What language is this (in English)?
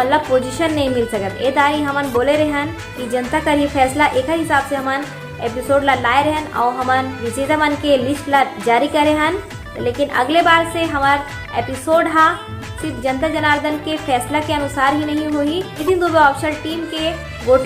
Chhattisgarhi